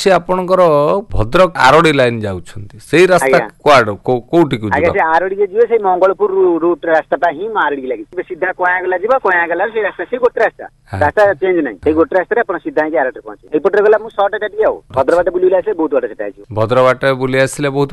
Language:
Odia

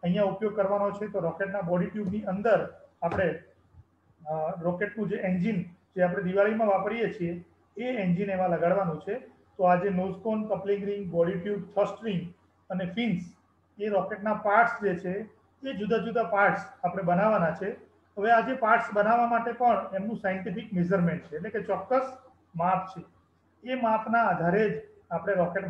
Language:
Gujarati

